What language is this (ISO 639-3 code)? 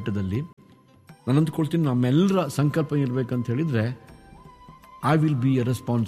kan